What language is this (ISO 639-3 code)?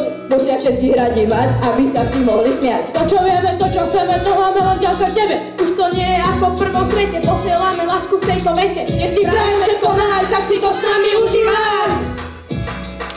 slk